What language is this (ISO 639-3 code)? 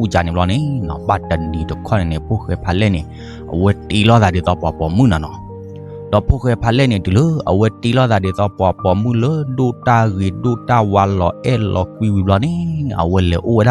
ksw